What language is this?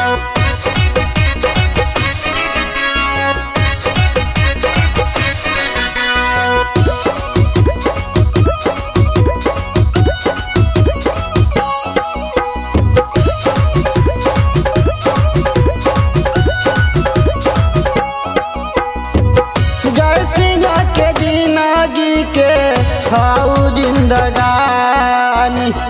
Bhojpuri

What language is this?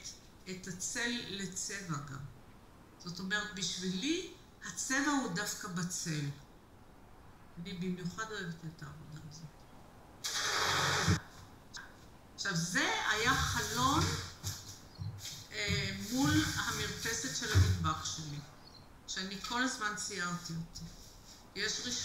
Hebrew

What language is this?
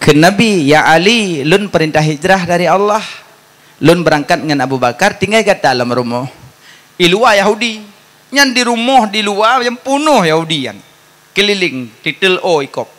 Achinese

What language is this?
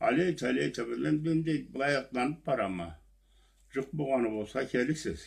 Karachay-Balkar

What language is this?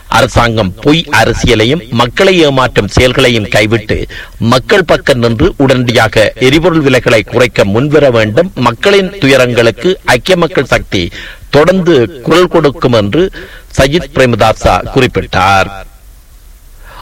Tamil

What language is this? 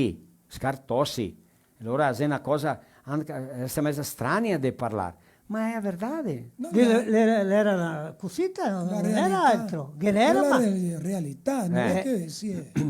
Venetian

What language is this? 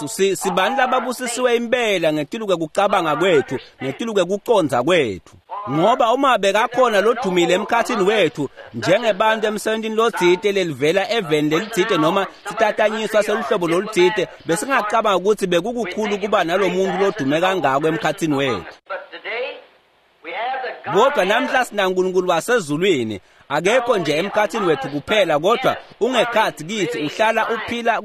Swati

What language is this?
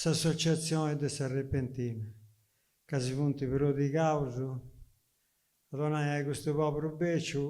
Sardinian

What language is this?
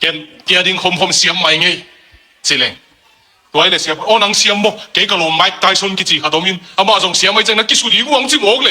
Tedim Chin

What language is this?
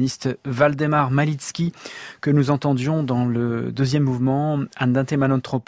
French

